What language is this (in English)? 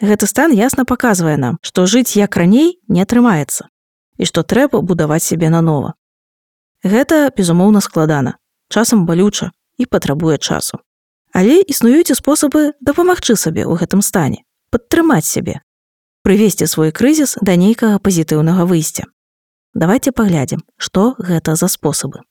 Belarusian